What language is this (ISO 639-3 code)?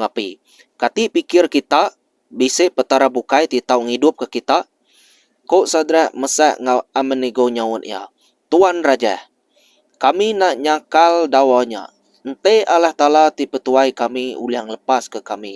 iba